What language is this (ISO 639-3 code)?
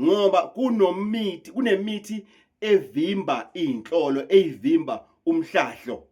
zul